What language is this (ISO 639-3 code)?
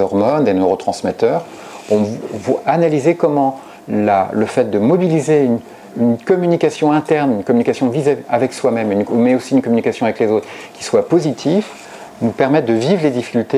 fra